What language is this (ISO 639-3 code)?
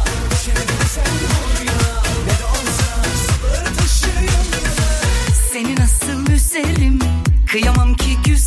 tur